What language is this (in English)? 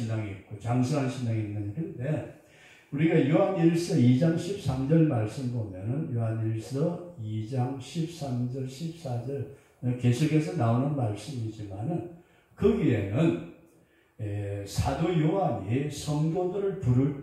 Korean